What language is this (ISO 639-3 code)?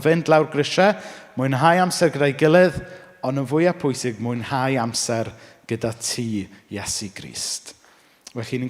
cym